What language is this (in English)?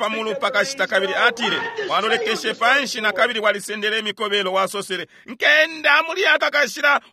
Bemba